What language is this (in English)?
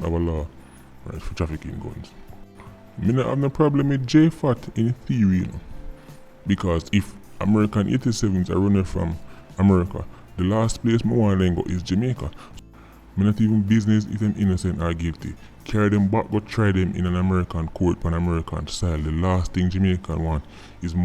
Jamaican Creole English